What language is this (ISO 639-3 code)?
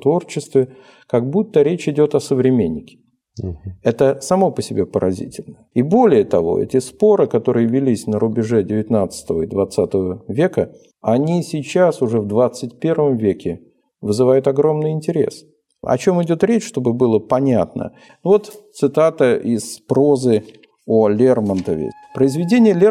rus